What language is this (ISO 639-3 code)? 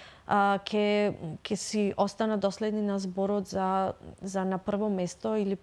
mkd